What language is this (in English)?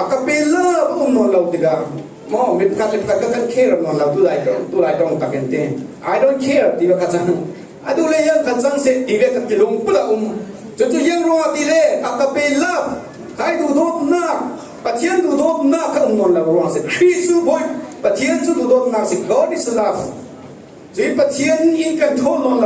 Falam Chin